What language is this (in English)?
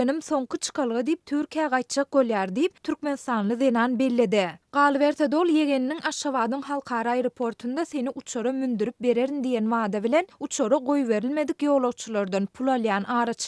Turkmen